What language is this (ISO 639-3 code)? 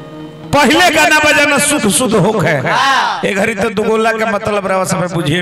bho